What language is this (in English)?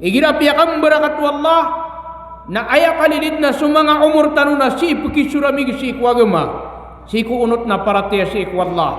Maranao